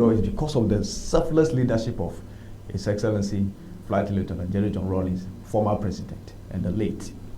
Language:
Ewe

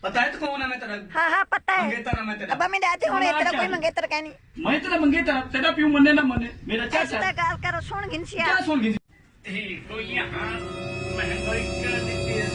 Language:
Saraiki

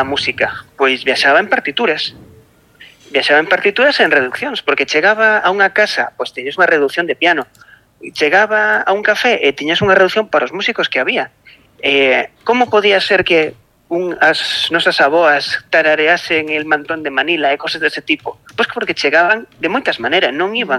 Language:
Galician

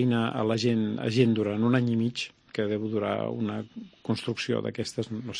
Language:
Catalan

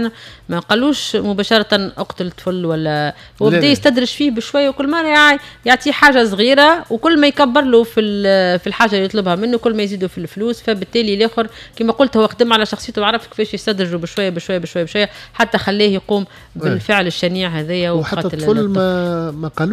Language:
Tunisian Arabic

